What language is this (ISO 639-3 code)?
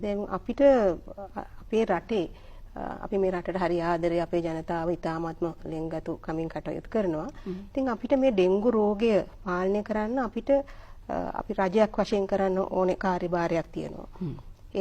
sin